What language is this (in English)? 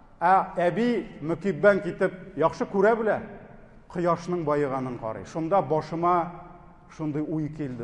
Tatar